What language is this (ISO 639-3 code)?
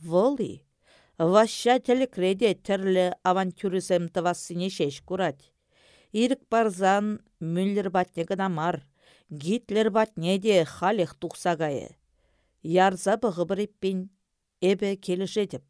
chv